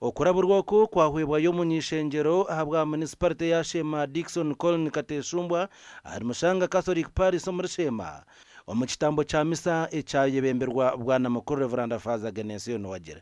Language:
Nyankole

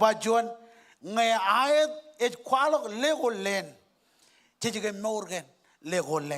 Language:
Marshallese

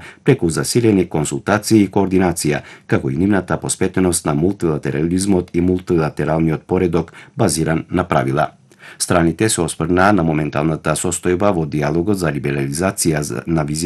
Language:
Macedonian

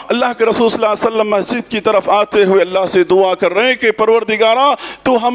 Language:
Urdu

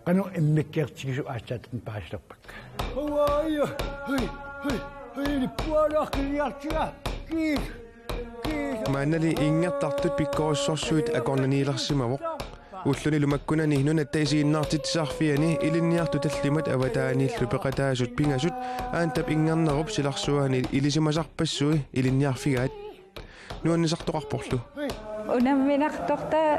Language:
Kalaallisut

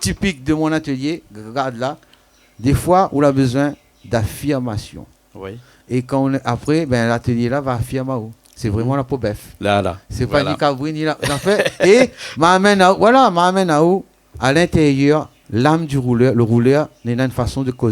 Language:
Réunion Creole French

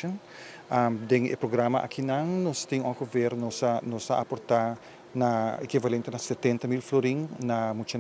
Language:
Papiamento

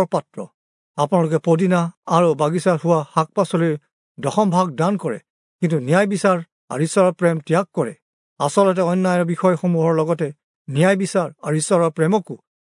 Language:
Assamese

